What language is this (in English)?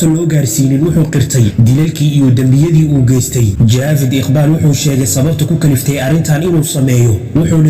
Somali